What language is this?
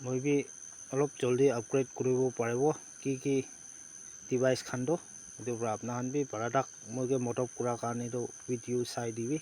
Naga Pidgin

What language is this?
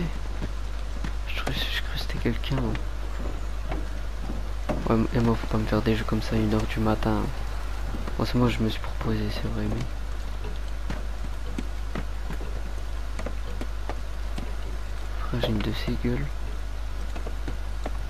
French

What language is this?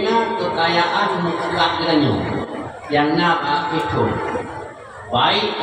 Achinese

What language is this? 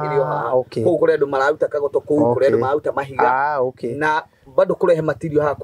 Kikuyu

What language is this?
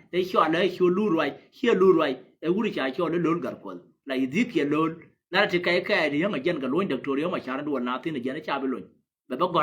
Nuer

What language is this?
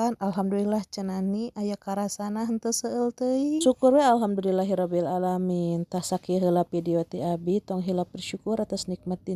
Sundanese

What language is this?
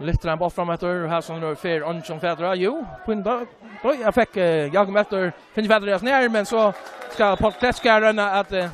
Faroese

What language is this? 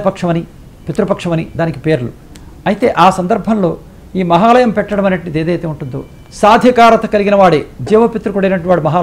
Telugu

